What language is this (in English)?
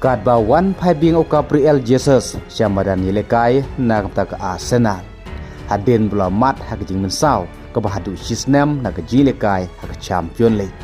Khasi